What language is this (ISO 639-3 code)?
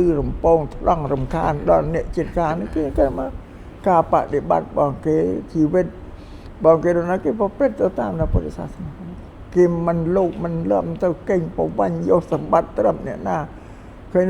khm